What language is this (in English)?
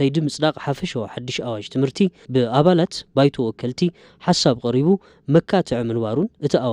Tigrinya